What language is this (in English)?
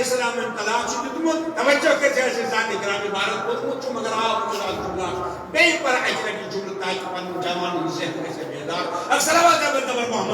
Kashmiri